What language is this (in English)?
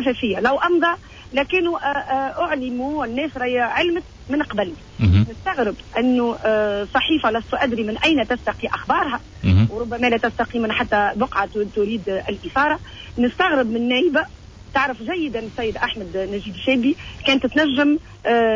Tunisian Arabic